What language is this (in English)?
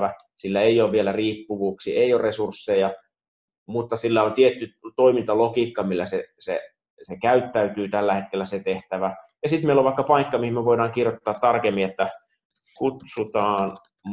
Finnish